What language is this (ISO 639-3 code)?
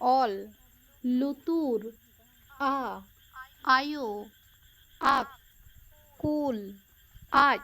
sat